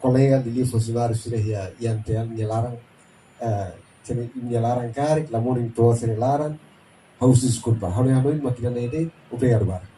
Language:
Tetum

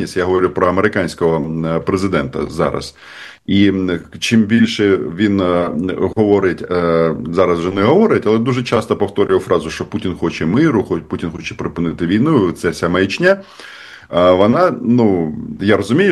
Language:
Ukrainian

